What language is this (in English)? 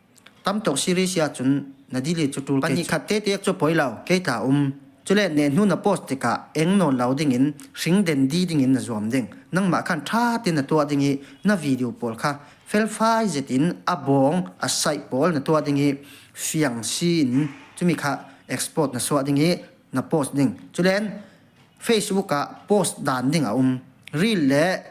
Falam Chin